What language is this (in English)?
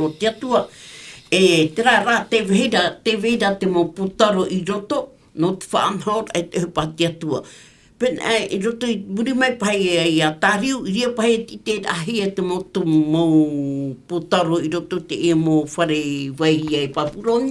Tahitian